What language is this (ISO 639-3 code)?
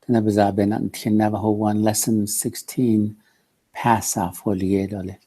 nav